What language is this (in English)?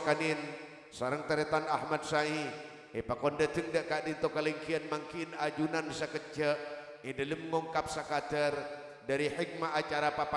Madurese